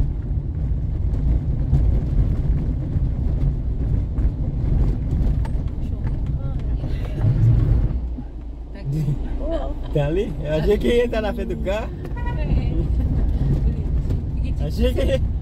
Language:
Portuguese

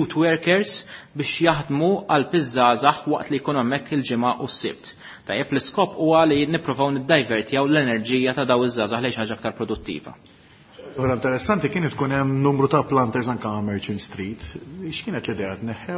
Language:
Maltese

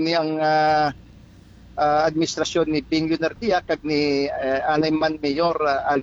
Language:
Hiligaynon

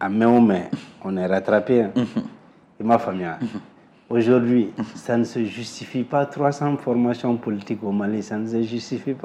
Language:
Bambara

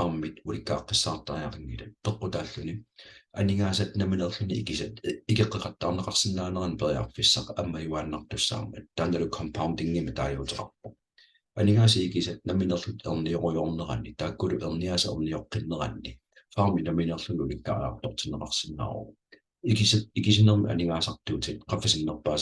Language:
Kalaallisut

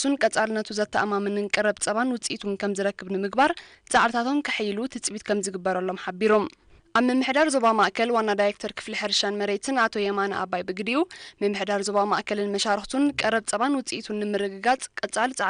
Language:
Tigrinya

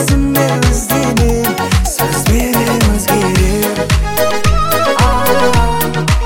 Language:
Kazakh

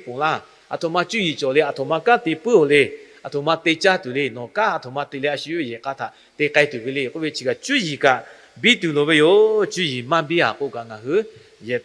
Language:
Lahu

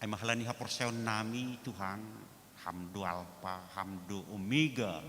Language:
Batak Simalungun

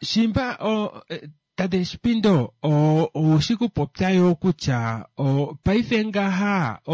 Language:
Kuanyama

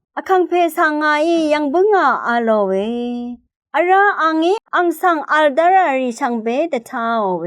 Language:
Rawang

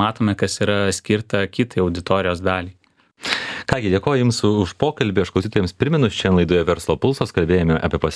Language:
Lithuanian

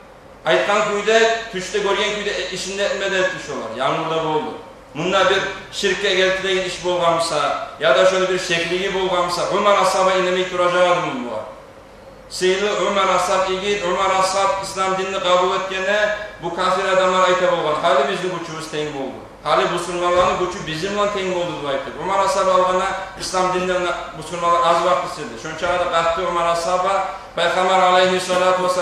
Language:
Kumyk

